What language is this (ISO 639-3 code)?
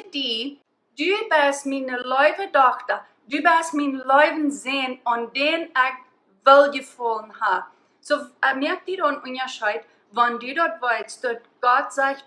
pdt